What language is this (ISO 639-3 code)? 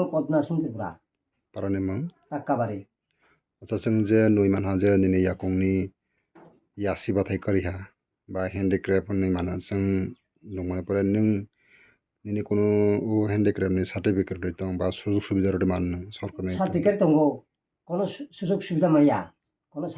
trp